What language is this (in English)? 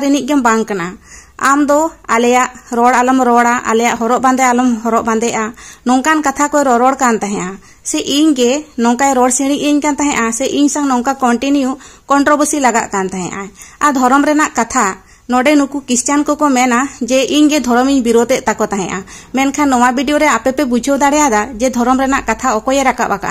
Santali